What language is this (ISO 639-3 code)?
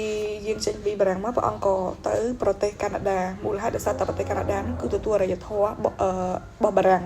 khm